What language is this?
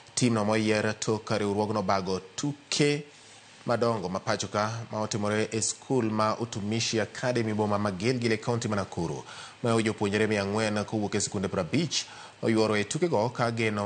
Luo (Kenya and Tanzania)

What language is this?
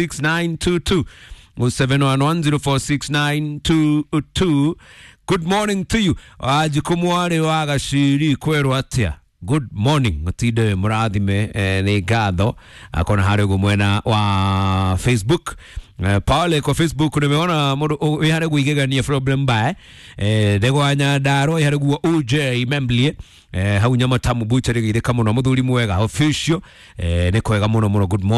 Kikuyu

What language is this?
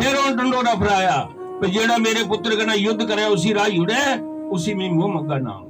Dogri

